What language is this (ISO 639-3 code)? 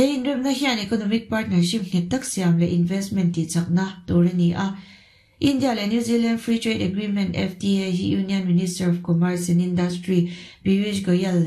lus